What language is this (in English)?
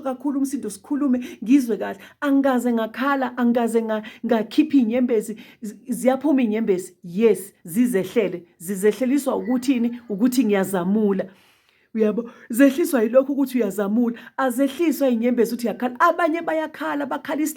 Zulu